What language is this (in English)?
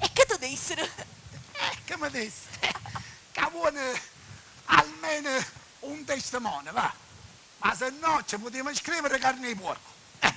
Sicilian